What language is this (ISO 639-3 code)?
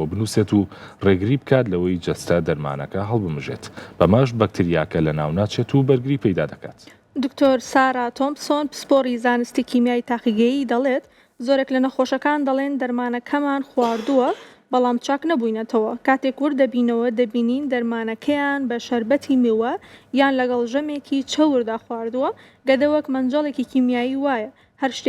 ckb